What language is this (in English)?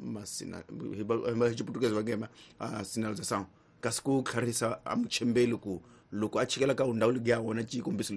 Tsonga